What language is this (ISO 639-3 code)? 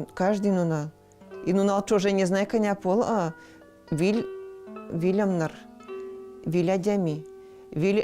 udm